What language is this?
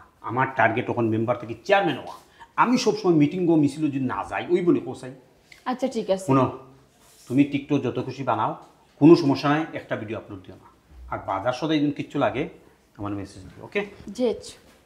Sylheti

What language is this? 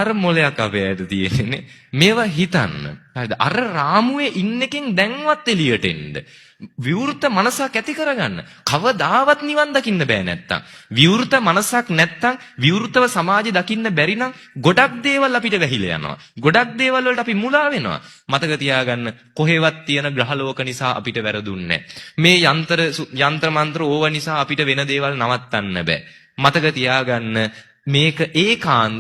Sinhala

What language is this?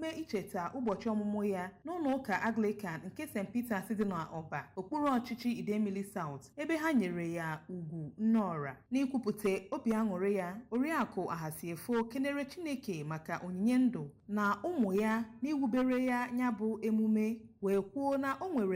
Igbo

